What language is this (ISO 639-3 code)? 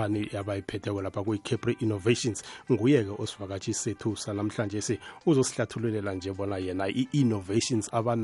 nbl